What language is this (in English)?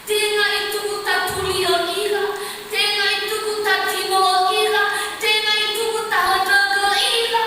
Nias